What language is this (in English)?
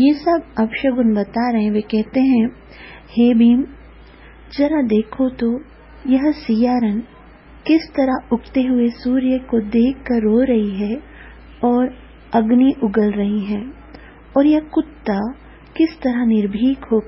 Hindi